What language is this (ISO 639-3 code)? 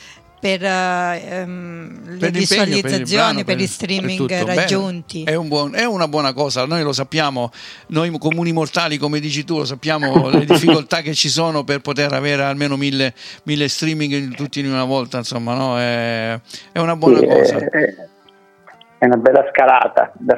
ita